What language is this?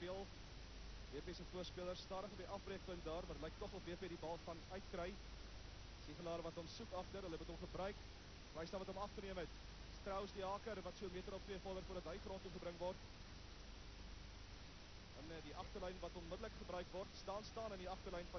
Afrikaans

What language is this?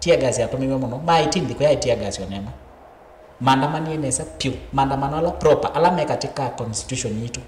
Kamba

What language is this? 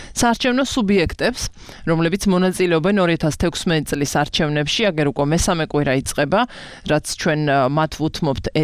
Georgian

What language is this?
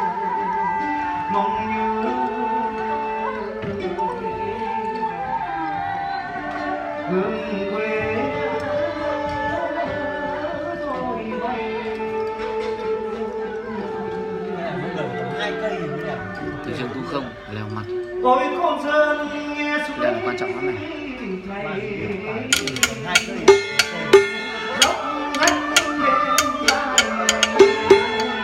Vietnamese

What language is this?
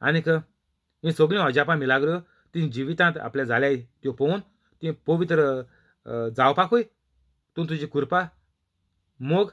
Konkani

